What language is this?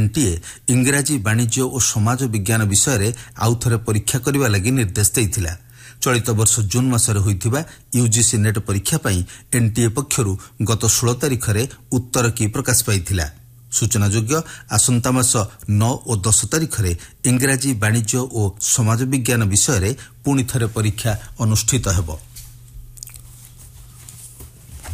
Odia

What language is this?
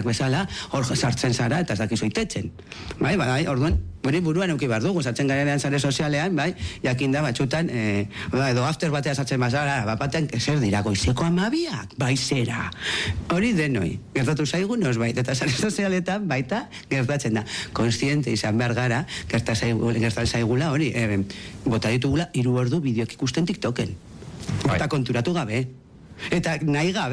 Basque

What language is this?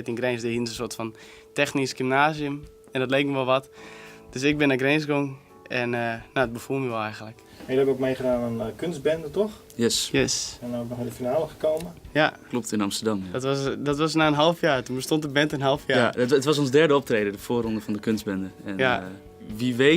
Western Frisian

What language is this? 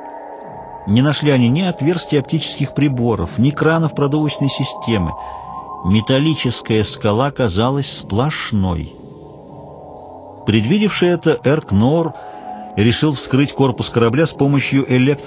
Russian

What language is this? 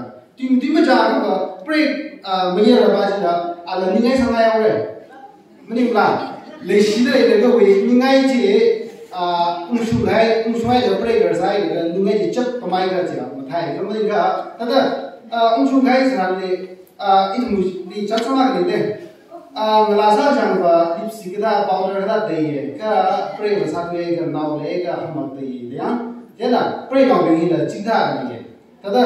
Tangkhul Naga (India)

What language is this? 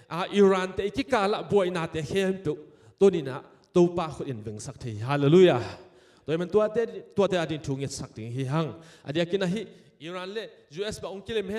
Tedim Chin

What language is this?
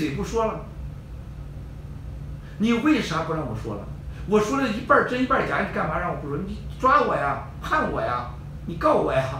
Chinese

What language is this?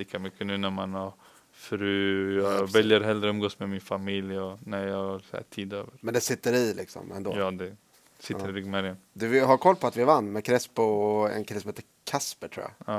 Swedish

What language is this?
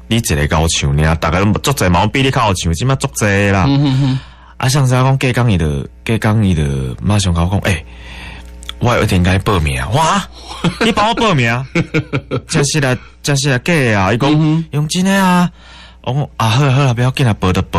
Min Nan Chinese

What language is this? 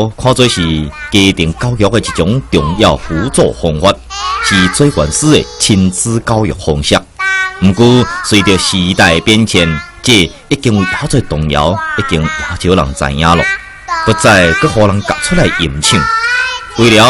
Min Nan Chinese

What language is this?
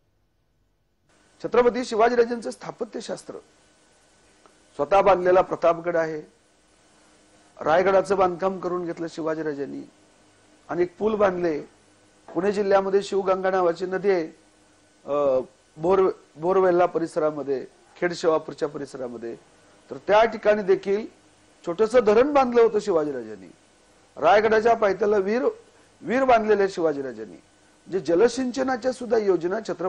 Marathi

